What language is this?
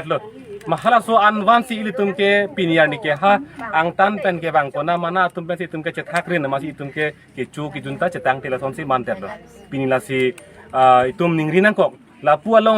Karbi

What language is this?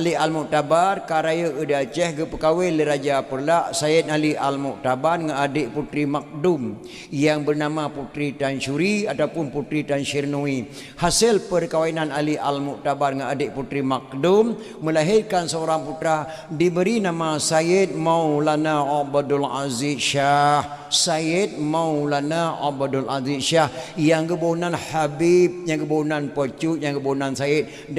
Achinese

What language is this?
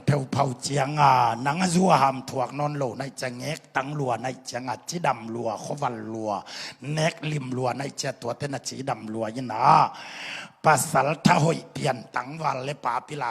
Tedim Chin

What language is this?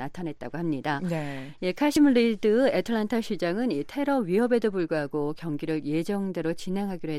Korean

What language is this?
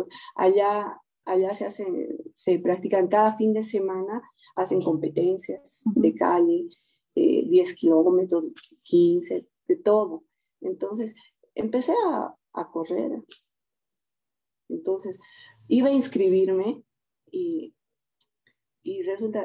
Spanish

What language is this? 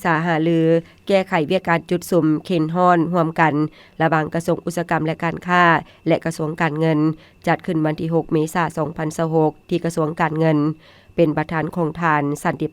Lao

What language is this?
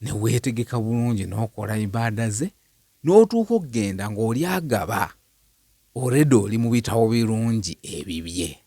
Ganda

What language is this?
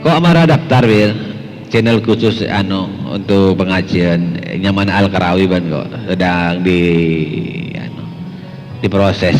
Madurese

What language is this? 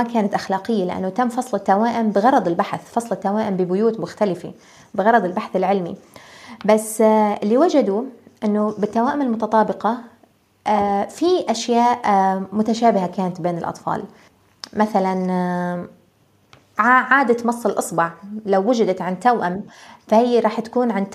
North Levantine Arabic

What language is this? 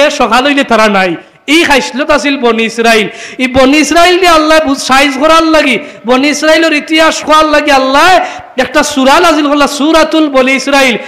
Sylheti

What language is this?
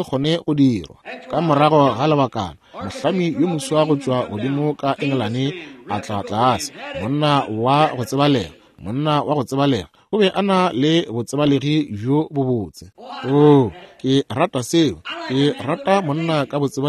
Northern Sotho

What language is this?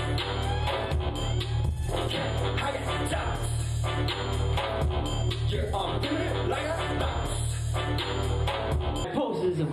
Chinese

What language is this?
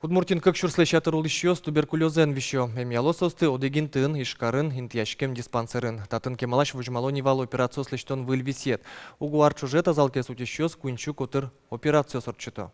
Udmurt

